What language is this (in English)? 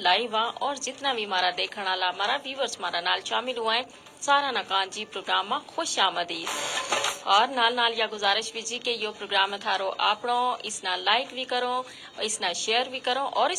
Gujari